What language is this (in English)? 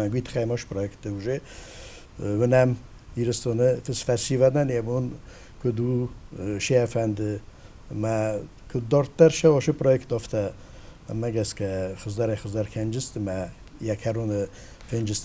Ossetic